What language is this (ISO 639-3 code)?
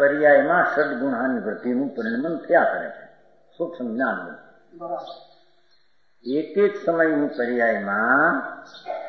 guj